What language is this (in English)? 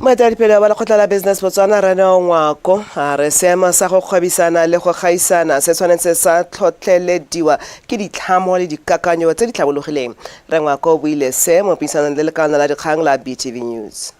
Tswana